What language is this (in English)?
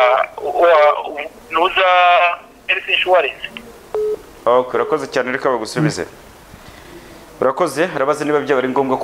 Kinyarwanda